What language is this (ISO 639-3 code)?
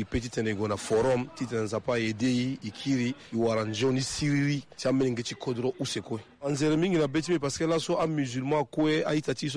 sag